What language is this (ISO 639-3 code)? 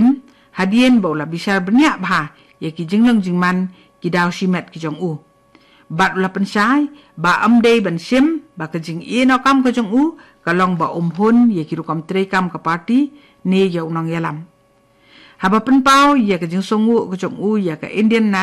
kha